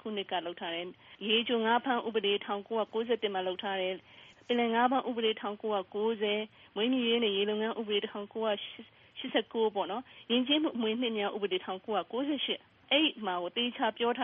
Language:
Burmese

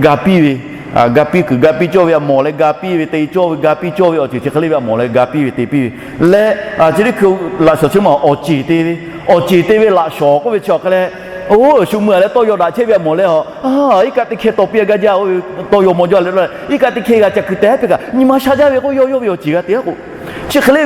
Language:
Lahu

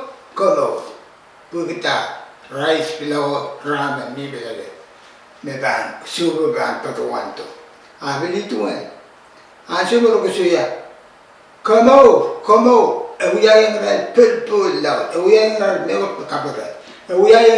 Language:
Pohnpeian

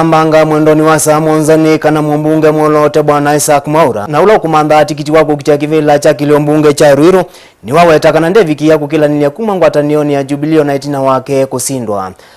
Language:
Kamba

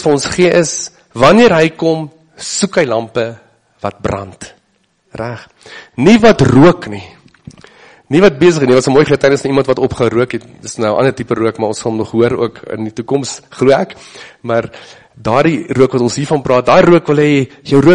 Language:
Afrikaans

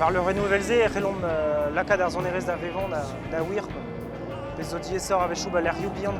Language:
Breton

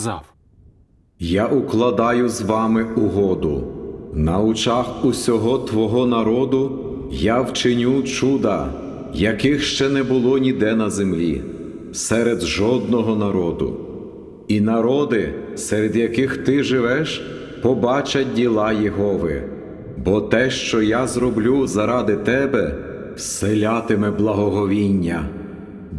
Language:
Ukrainian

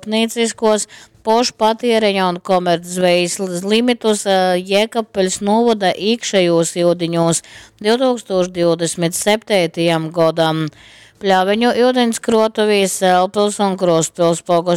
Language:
Latgalian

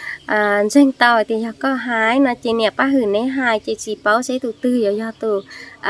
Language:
Hmong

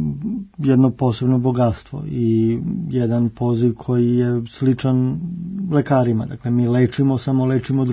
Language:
Serbian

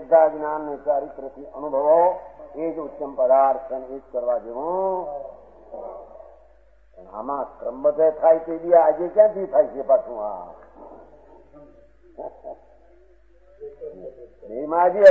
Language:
Gujarati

